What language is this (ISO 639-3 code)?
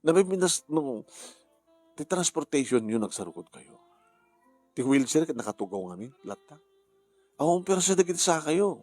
ilo